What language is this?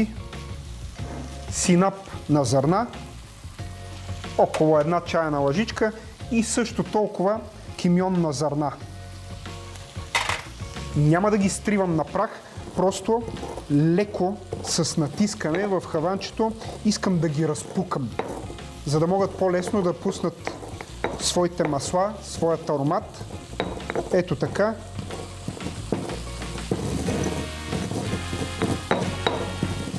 Bulgarian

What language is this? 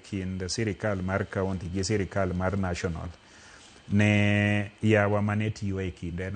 Luo (Kenya and Tanzania)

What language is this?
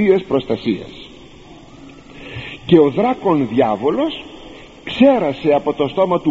Greek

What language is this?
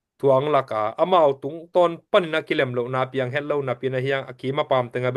Tedim Chin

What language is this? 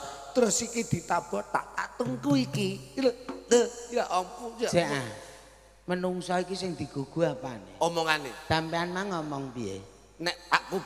Javanese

